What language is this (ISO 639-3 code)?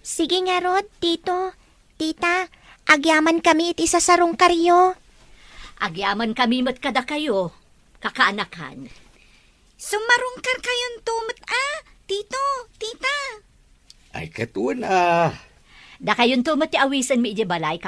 ilo